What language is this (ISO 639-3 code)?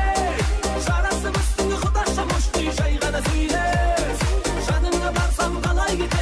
kaa